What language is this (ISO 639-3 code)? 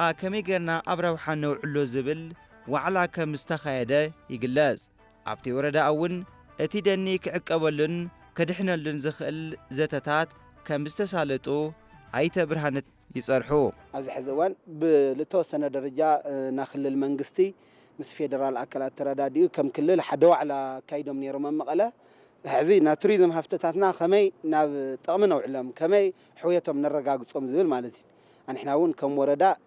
tir